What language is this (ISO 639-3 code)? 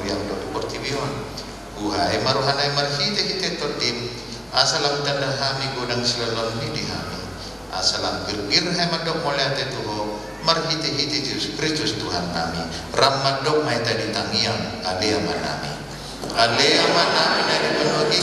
bbc